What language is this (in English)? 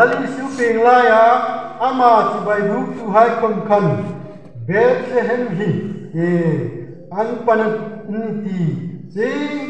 Hmar